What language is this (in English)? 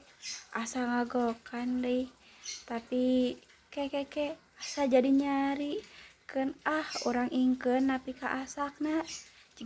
Sundanese